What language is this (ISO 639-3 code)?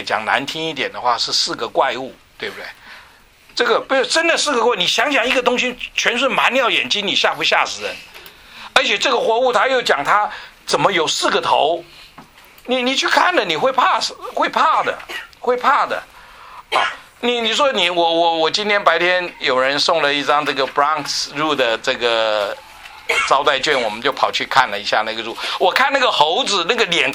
zho